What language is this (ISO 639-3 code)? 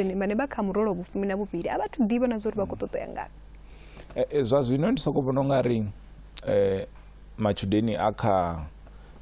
ven